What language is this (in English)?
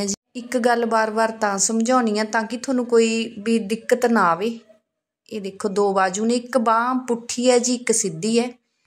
Punjabi